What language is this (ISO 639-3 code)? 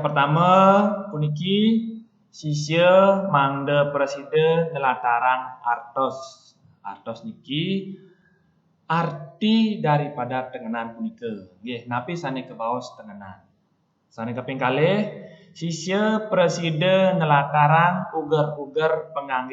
ban